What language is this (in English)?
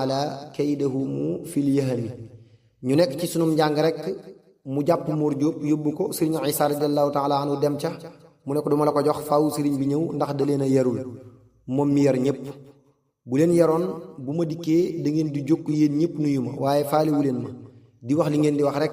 Wolof